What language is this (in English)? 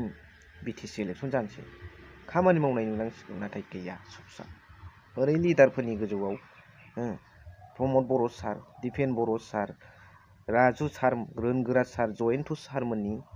Bodo